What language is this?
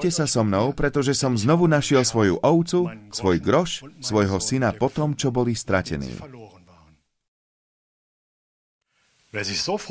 Slovak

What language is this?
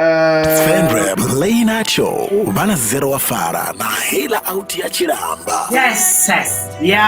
Venda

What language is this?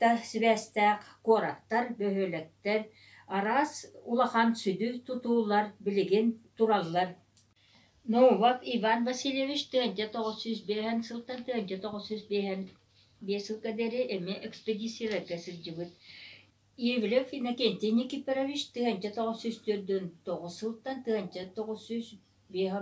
Yakut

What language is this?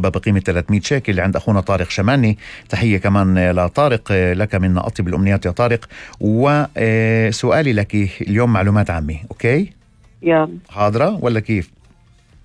North Levantine Arabic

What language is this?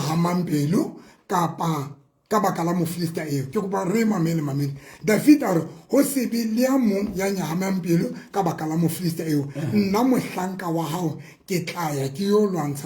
Southern Sotho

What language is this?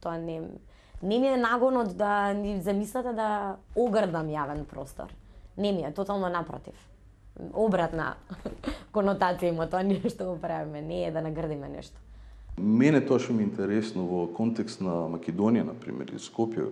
Macedonian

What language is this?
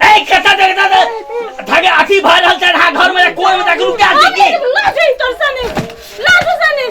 Maithili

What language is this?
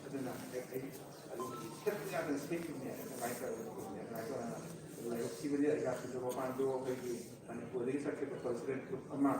Manipuri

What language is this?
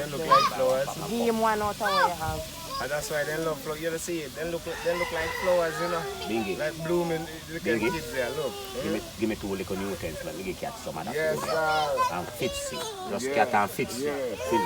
Jamaican Creole English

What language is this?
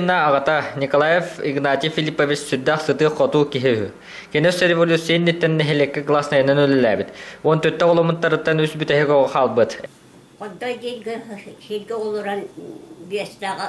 Yakut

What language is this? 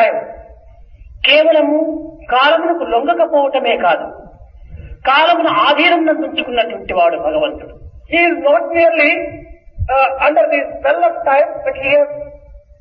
Telugu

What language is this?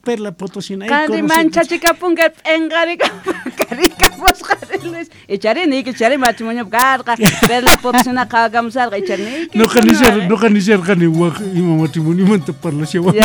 Quechua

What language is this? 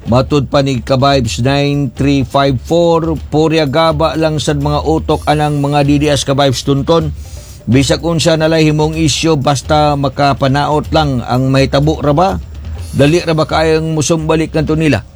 Cebuano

